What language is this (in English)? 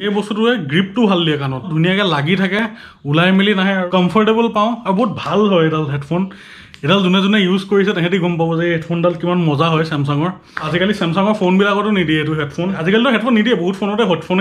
Assamese